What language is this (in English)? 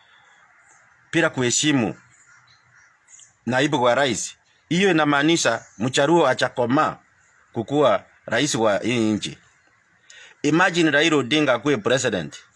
Swahili